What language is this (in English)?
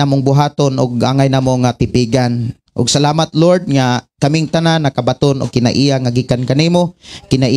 Cebuano